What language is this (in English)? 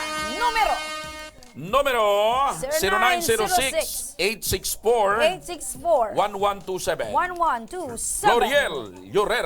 Bikol